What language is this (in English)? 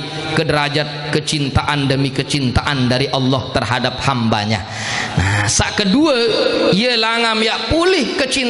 Sasak